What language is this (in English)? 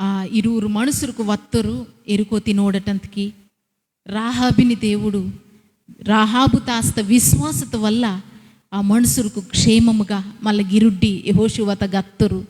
Koya